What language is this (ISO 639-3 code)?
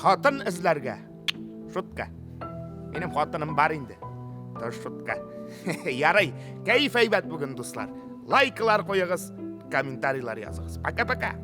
tat